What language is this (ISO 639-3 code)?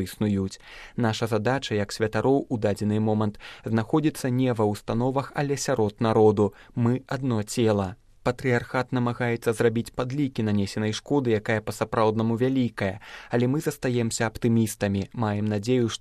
bel